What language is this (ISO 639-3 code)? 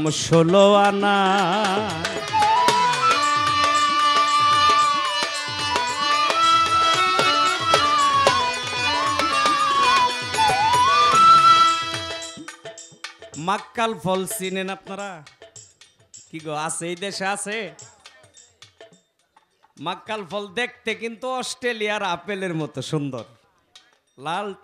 ben